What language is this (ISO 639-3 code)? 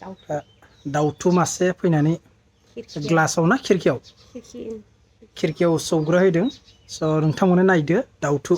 brx